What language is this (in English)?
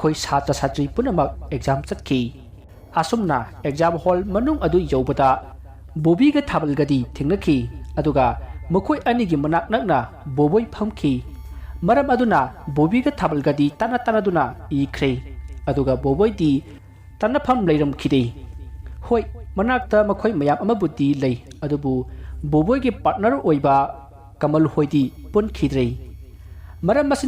Manipuri